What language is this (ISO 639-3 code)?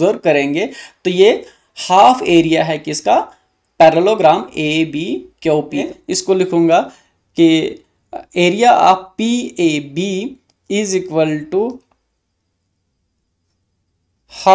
hin